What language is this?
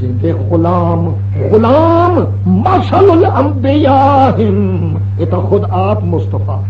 Saraiki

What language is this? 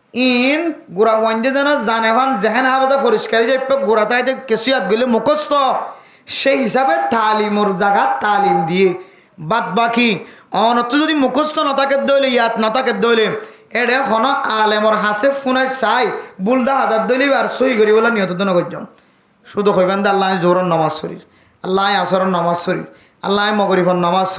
Rohingya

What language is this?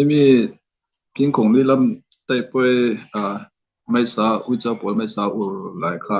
Mizo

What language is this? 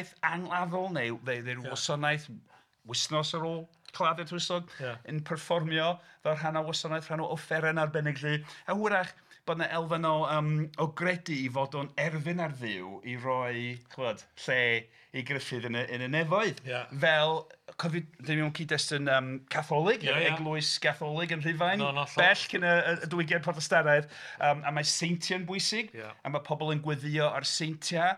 Welsh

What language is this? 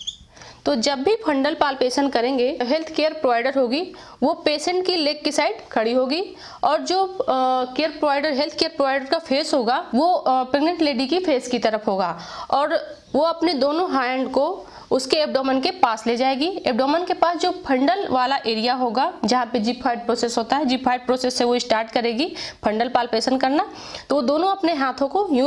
Hindi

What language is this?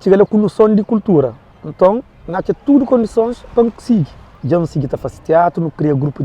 Kabuverdianu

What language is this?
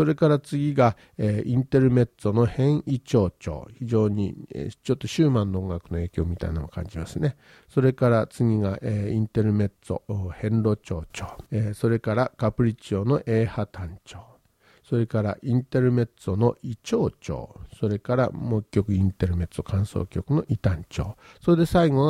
Japanese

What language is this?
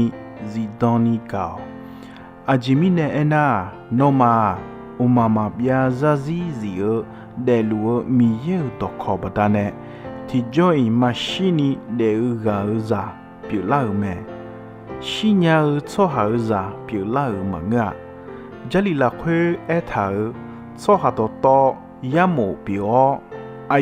Akha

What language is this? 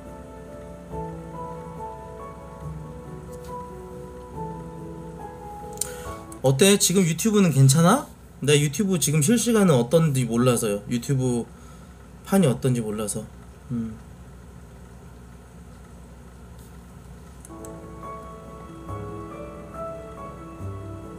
Korean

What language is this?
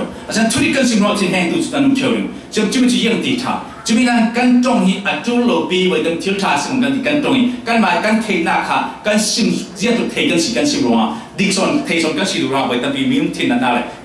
Falam Chin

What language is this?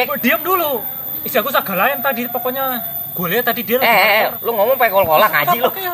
Betawi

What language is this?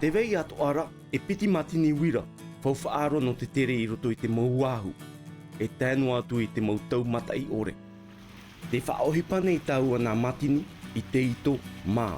Tahitian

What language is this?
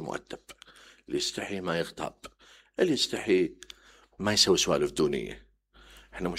Mesopotamian Arabic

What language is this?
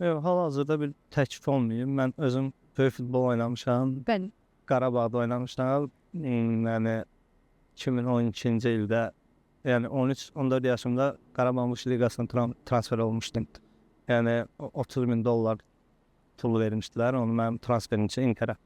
Azerbaijani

